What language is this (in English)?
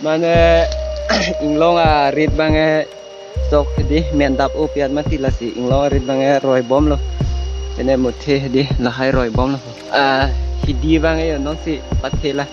Karbi